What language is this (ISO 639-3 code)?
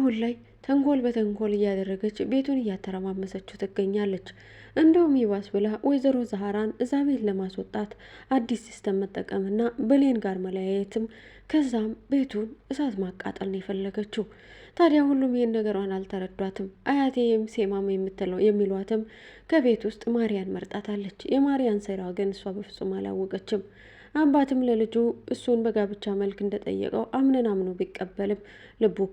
amh